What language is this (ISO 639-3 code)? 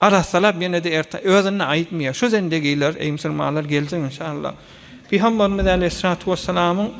tuk